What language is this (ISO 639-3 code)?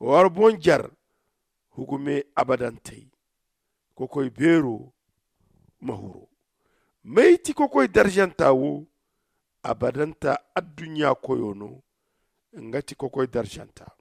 dje